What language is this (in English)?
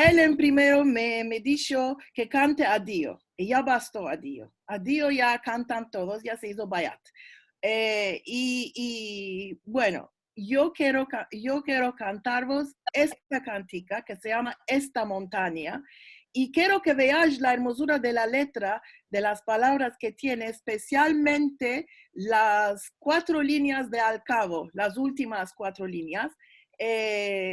Ladino